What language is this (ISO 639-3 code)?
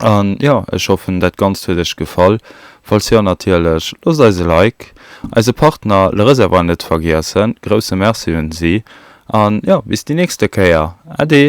ltz